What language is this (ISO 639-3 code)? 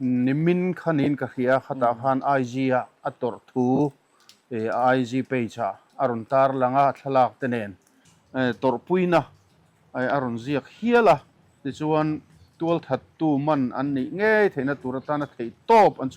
lus